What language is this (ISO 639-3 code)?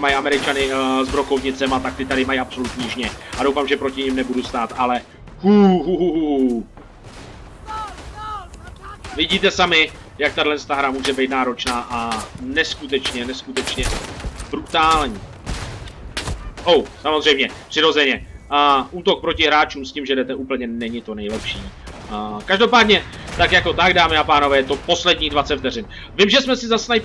ces